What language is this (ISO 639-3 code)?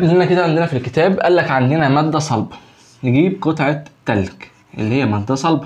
arz